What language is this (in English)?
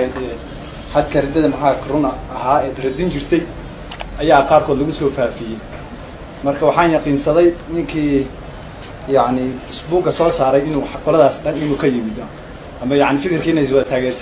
Somali